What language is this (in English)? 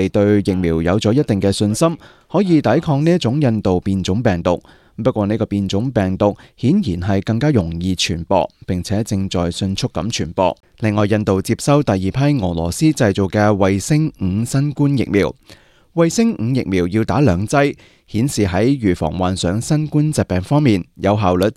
Cantonese